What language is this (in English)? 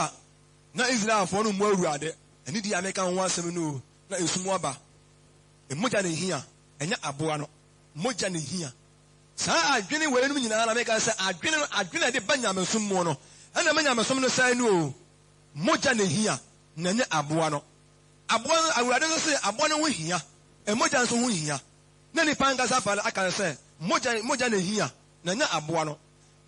Akan